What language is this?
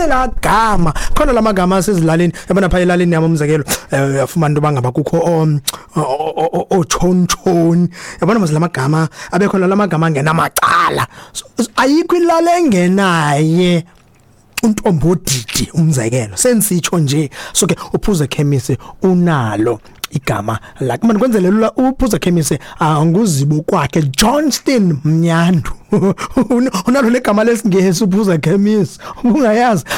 Xhosa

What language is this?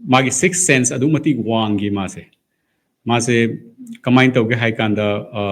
Manipuri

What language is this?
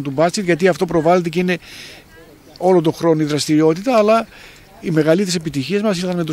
Greek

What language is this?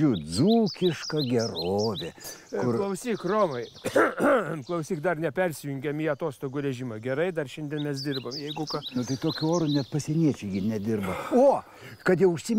Lithuanian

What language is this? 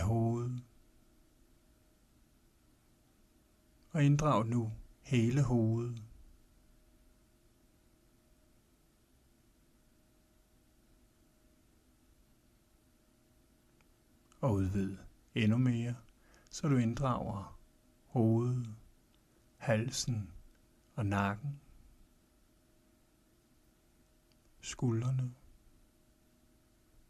Danish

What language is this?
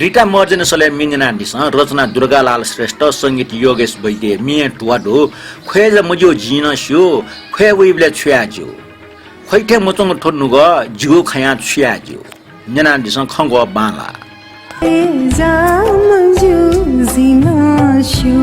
Newari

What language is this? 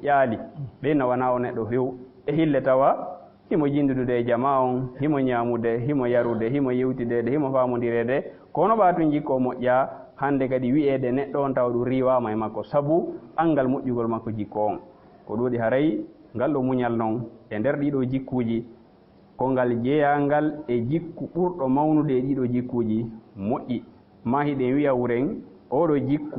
Fula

